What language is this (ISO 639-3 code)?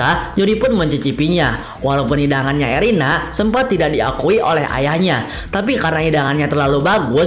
ind